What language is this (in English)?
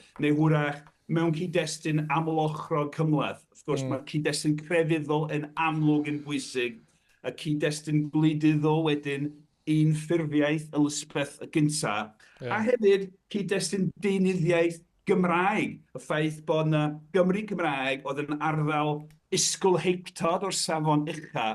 Welsh